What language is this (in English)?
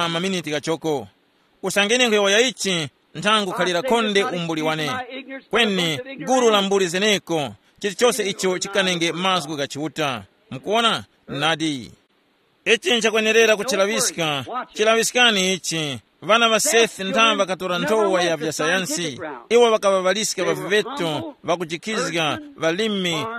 Tumbuka